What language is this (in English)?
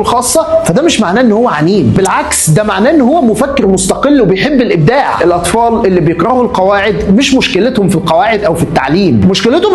Egyptian Arabic